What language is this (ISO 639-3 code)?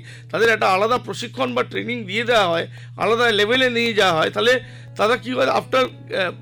ben